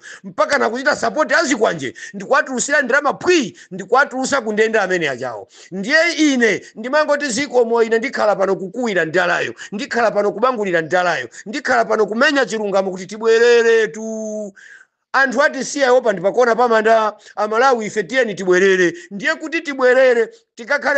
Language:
Nyanja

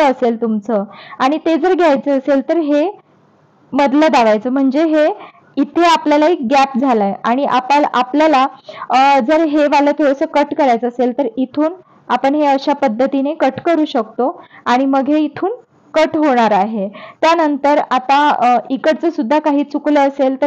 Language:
Marathi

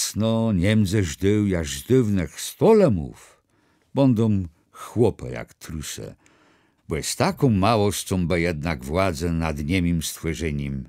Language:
Kashubian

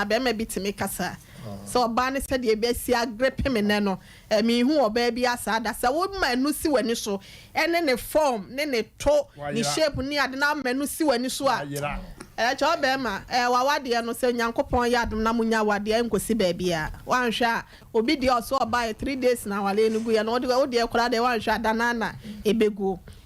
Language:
Akan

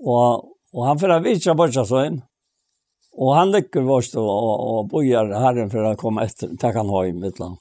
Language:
Faroese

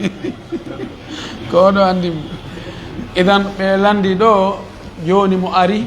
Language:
Fula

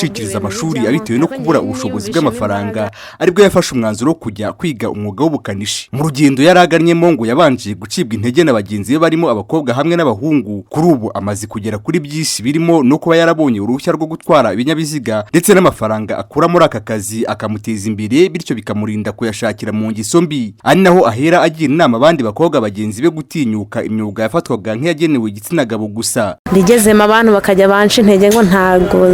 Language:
Kinyarwanda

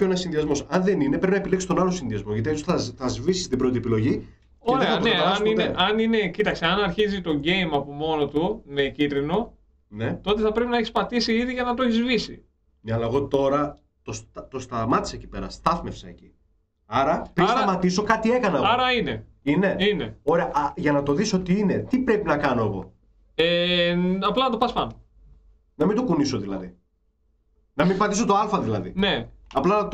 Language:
Greek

